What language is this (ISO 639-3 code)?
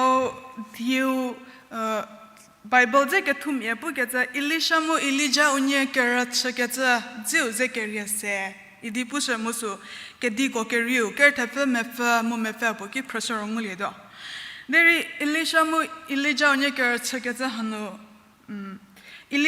njm